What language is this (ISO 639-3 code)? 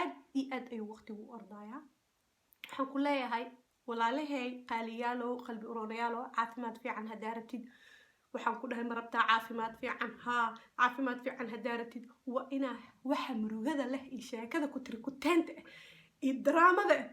som